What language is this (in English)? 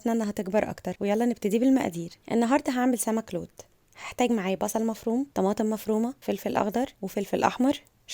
Egyptian Arabic